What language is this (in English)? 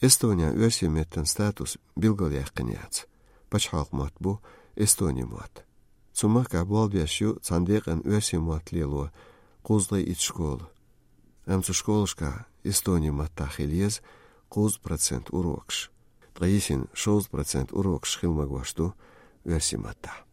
Chechen